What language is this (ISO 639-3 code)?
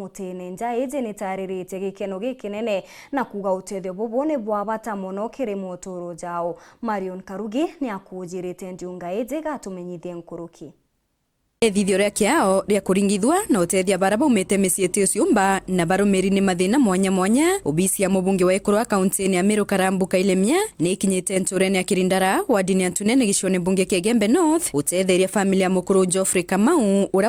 mer